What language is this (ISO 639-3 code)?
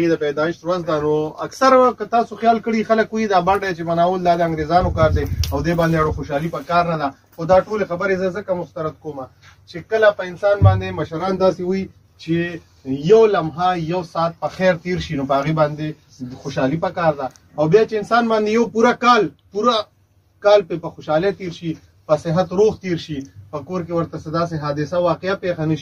pus